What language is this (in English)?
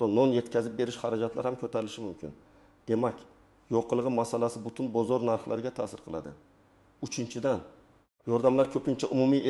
Uzbek